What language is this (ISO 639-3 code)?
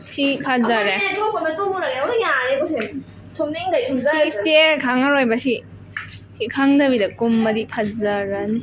mni